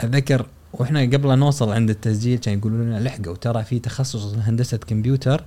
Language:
Gulf Arabic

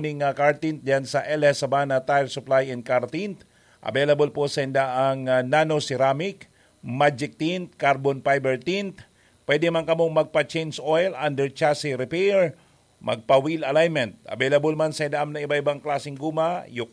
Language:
Bikol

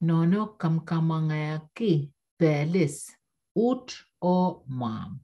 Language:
Pohnpeian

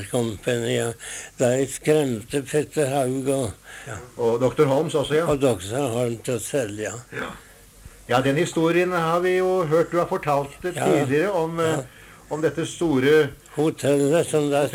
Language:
Norwegian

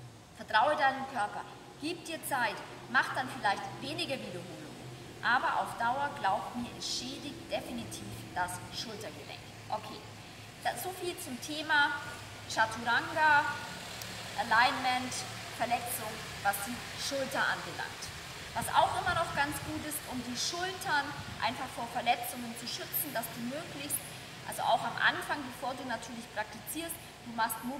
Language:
German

